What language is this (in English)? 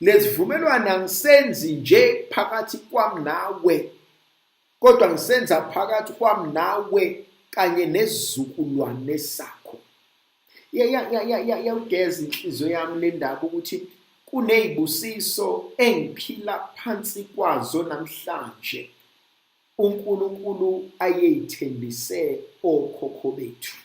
Zulu